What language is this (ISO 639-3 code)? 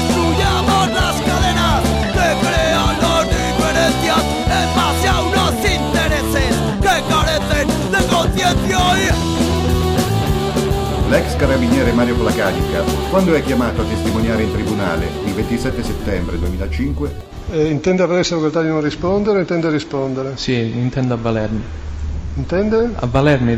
ita